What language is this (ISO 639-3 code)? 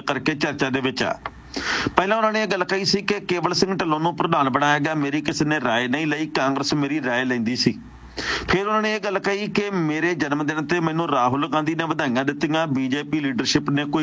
pan